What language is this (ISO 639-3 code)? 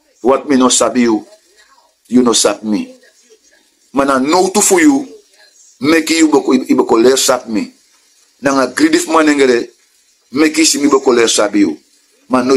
srn